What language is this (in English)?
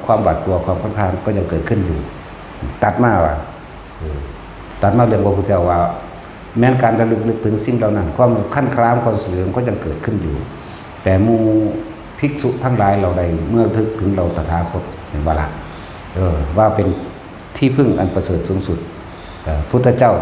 Northeastern Thai